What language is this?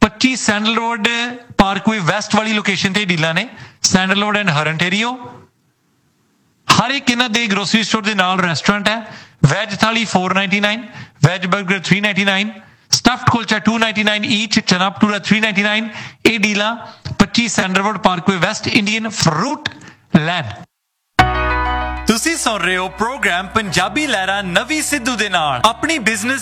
Punjabi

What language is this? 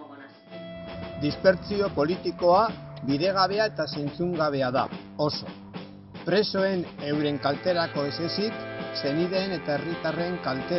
Basque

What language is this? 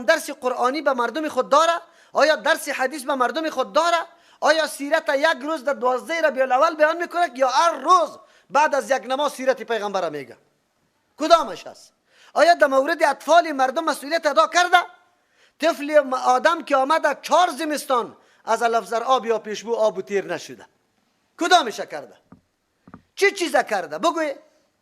Persian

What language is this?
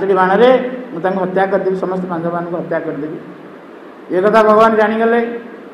Odia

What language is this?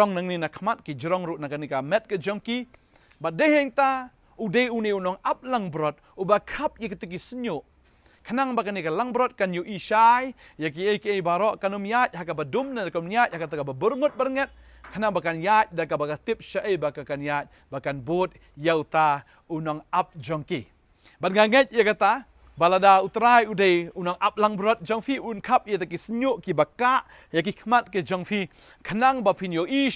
Khasi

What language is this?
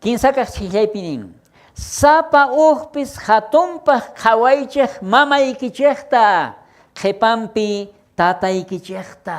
South Bolivian Quechua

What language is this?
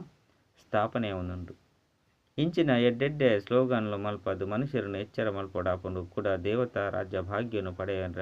Tulu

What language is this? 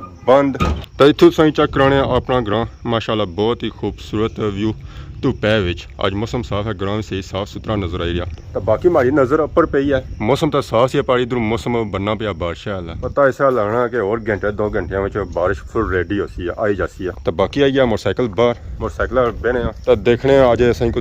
Pahari-Potwari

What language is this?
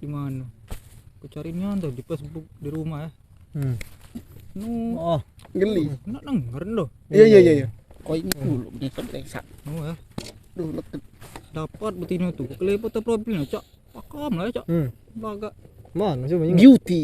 Musi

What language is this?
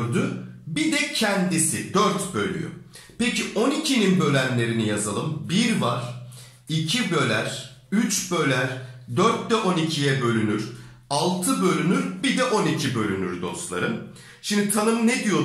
Turkish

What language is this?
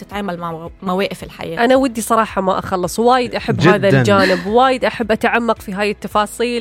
Gulf Arabic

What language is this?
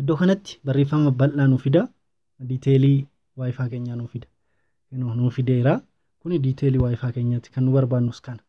Oromo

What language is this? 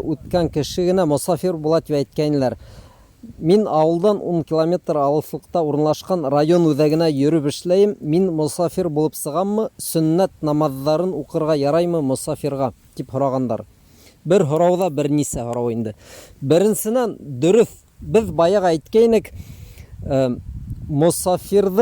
Bashkir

